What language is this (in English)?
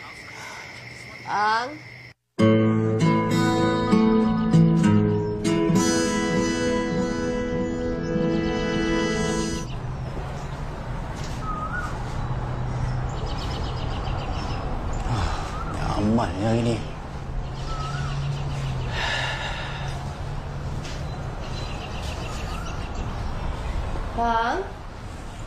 Malay